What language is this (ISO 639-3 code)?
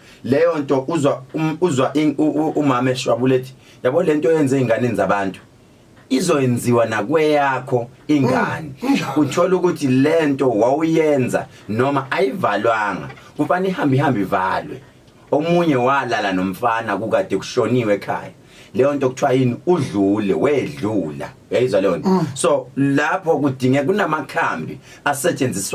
zul